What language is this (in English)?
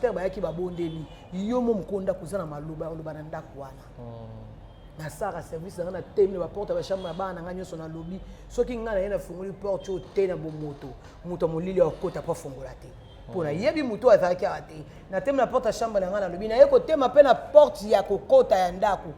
Lingala